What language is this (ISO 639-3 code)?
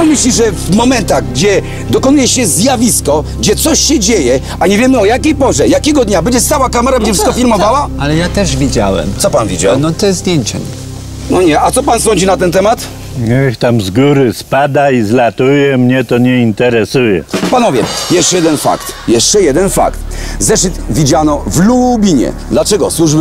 pol